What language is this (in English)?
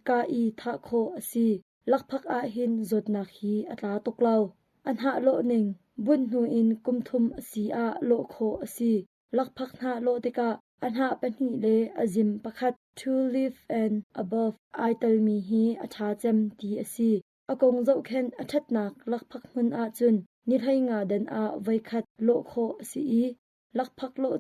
Hakha Chin